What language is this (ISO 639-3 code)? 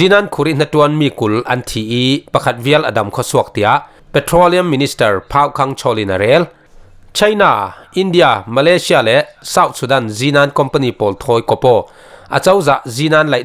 cfm